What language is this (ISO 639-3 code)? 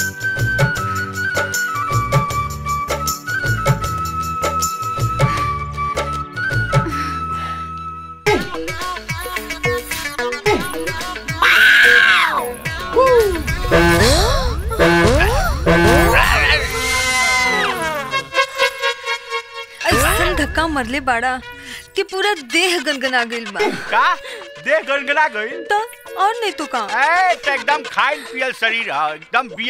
bho